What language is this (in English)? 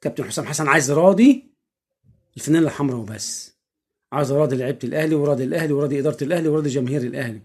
Egyptian Arabic